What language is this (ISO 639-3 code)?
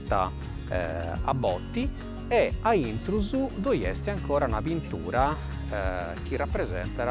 srd